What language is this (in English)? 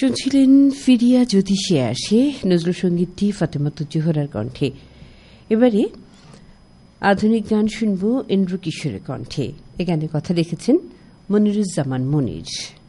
Bangla